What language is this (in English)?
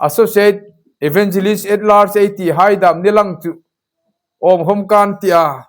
Hmar